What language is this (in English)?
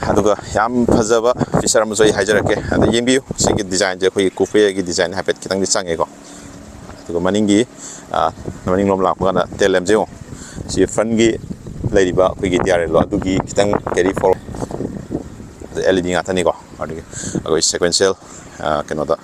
Manipuri